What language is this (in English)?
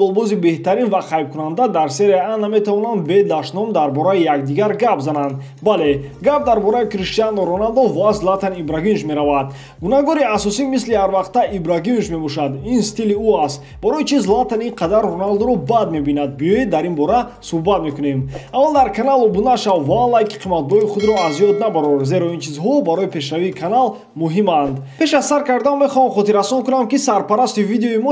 Tajik